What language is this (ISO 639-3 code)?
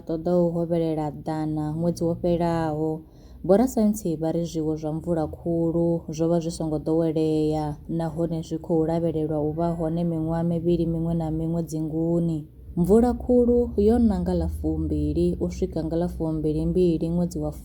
ven